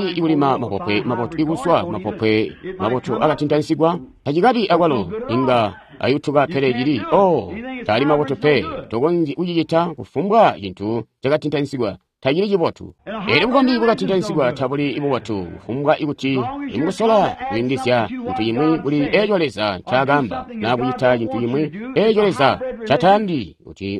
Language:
Tonga (Zambia)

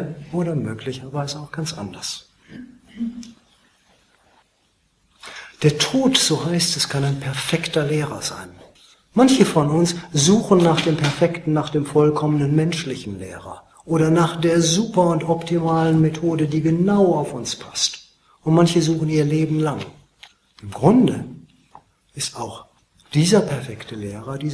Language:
German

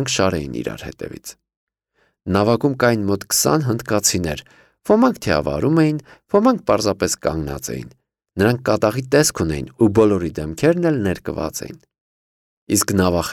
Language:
Armenian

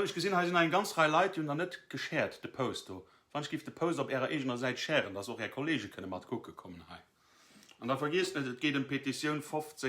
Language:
Luxembourgish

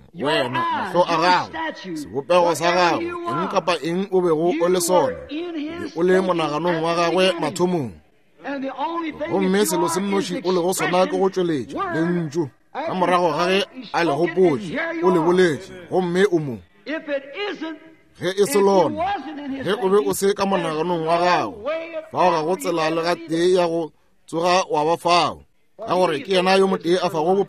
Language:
Northern Sotho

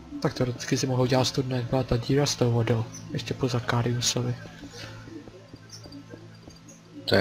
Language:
Czech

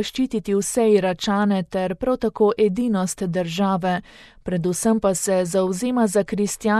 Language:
Slovenian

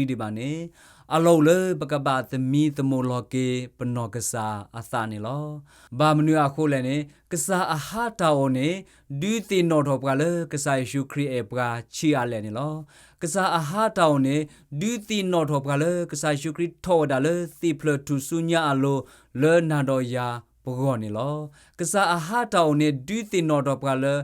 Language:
S'gaw Karen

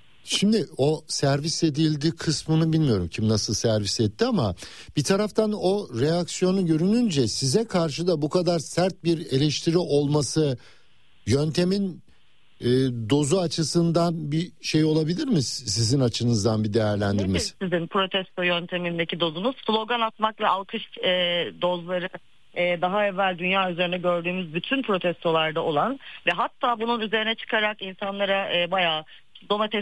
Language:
Turkish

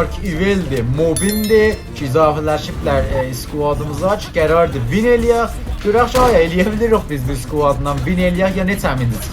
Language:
South Azerbaijani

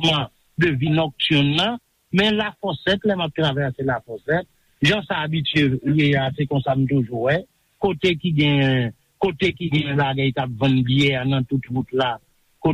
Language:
Haitian Creole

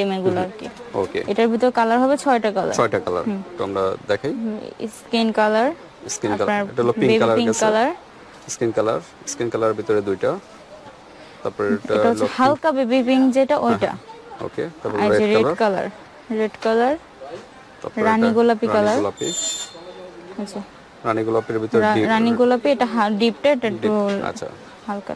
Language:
Bangla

